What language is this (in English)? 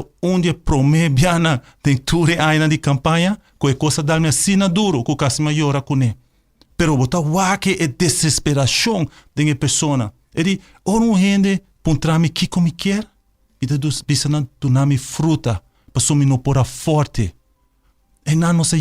Papiamento